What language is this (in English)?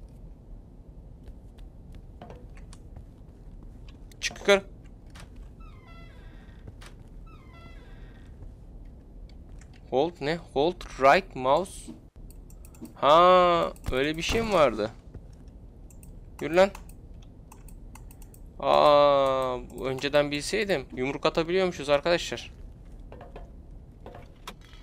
Turkish